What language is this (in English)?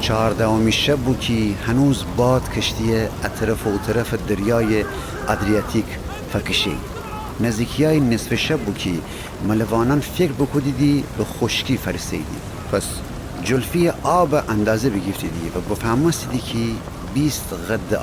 Gilaki